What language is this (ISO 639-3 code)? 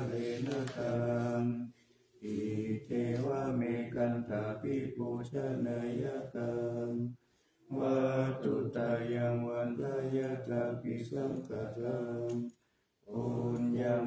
pli